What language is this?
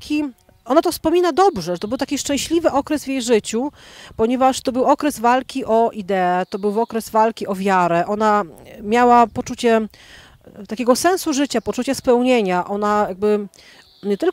Polish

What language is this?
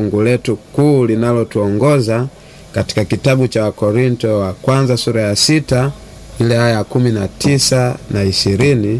Swahili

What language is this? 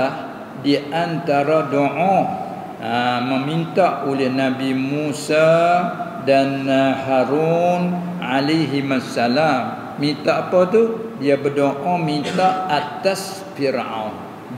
Malay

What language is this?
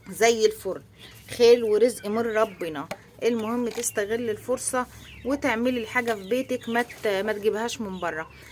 Egyptian Arabic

